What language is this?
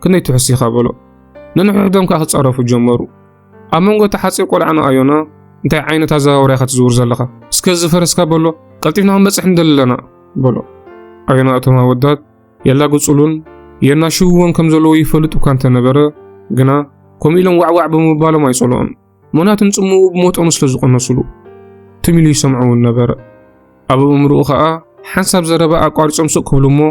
Tigrinya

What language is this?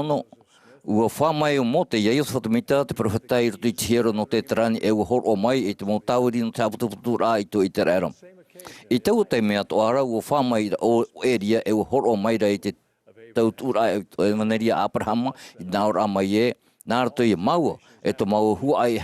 Tahitian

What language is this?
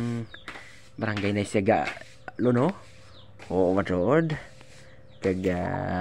Hiligaynon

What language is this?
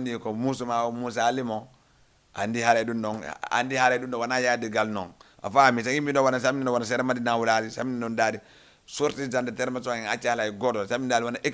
Fula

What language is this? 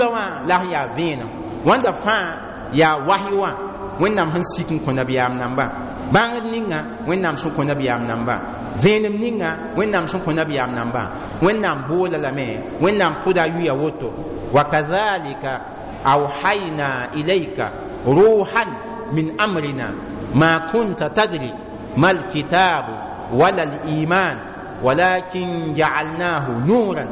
Mossi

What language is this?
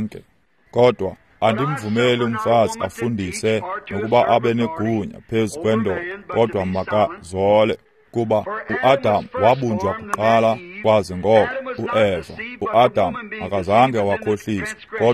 Xhosa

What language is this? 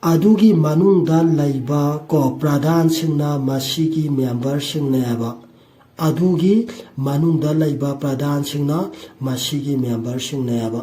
Manipuri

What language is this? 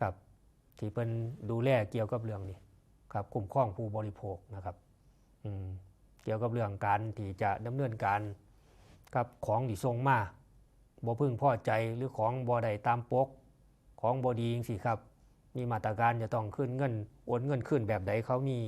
Northeastern Thai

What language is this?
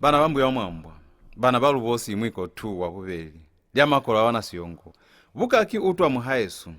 Lozi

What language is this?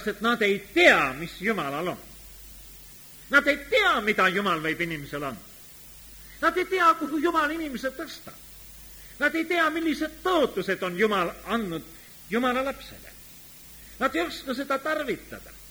Estonian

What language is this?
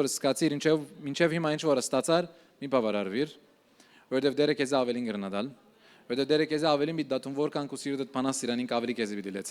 Western Armenian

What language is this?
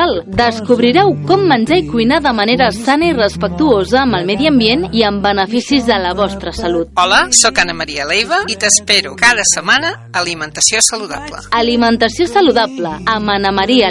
Catalan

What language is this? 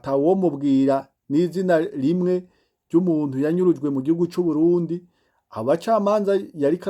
Rundi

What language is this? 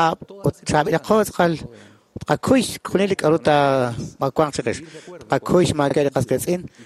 Kekchí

